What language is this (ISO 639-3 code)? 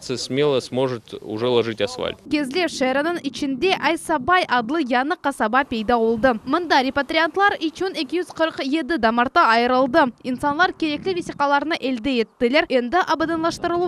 crh